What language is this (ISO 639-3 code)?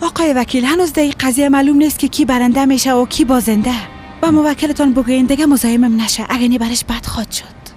fas